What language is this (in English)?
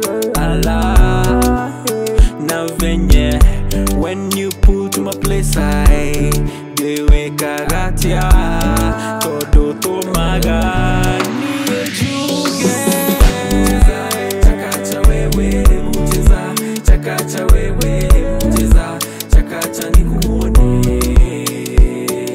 Swahili